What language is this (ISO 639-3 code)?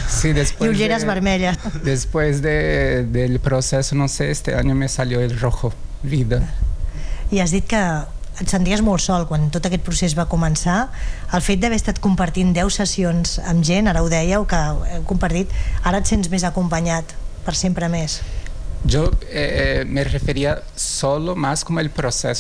cat